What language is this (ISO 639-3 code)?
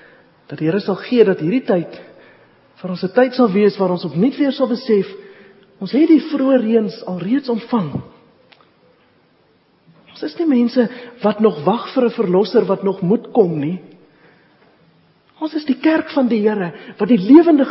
afr